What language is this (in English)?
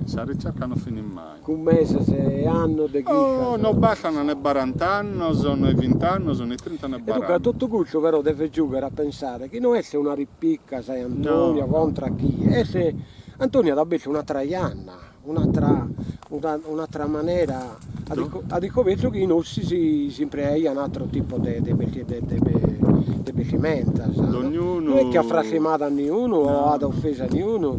Sardinian